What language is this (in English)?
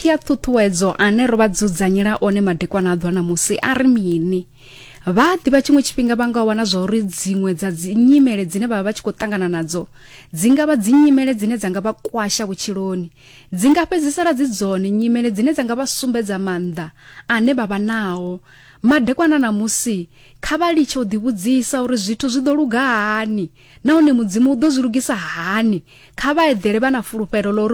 Venda